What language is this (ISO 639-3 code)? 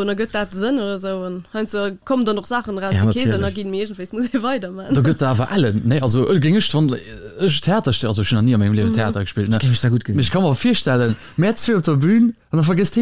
ltz